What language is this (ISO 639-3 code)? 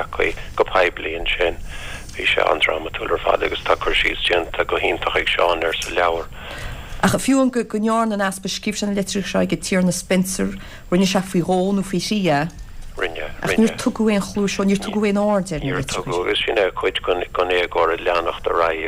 gle